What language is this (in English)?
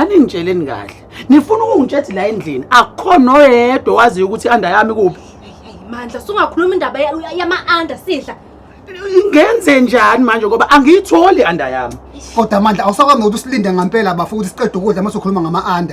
Zulu